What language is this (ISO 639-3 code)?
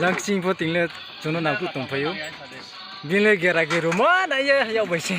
ria